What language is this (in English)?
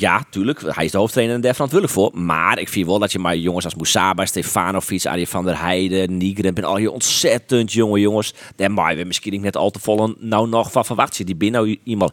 Western Frisian